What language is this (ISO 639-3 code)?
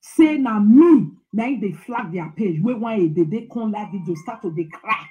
pcm